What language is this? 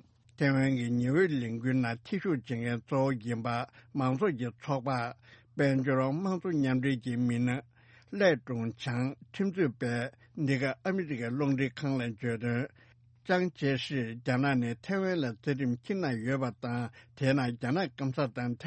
Tibetan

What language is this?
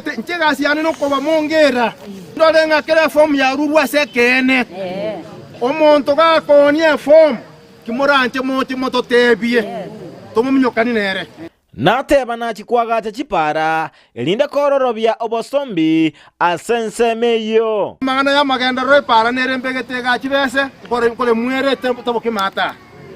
Gusii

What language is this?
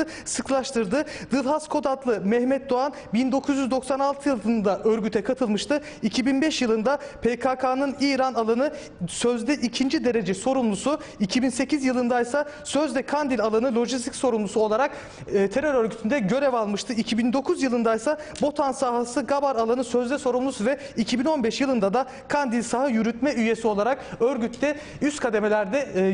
Turkish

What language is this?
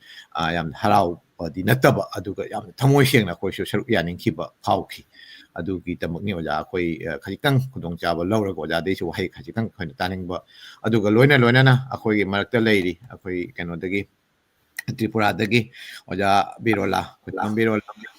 Manipuri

